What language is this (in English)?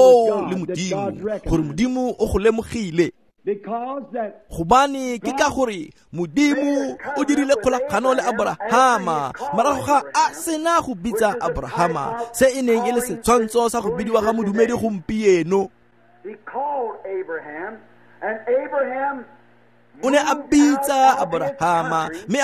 Tswana